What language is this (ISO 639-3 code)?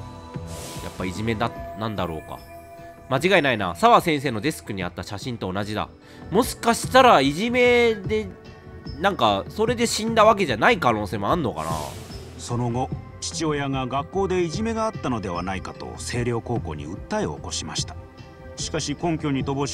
jpn